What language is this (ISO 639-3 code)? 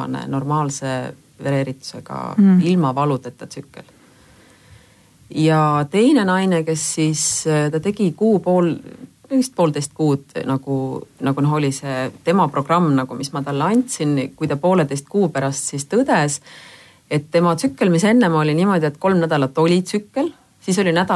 est